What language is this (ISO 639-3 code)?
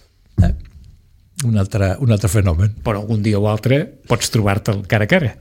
cat